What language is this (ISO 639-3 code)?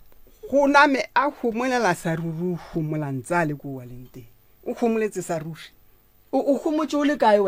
nso